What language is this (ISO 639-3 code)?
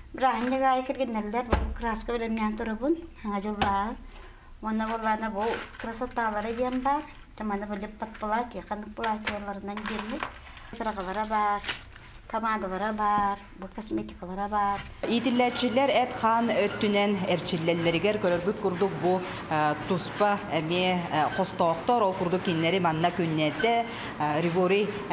sah